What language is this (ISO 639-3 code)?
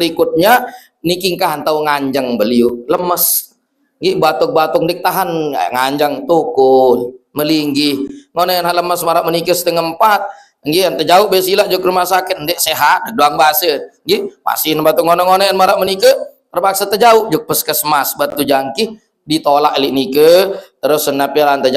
sas